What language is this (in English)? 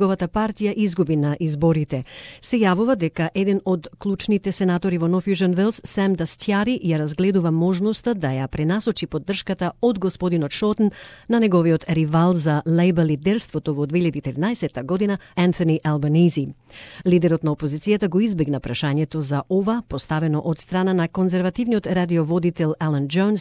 Macedonian